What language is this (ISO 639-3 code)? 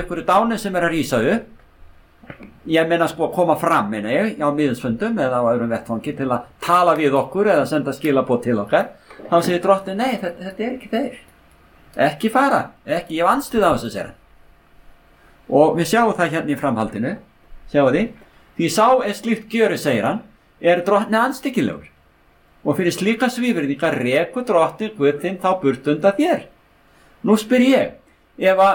isl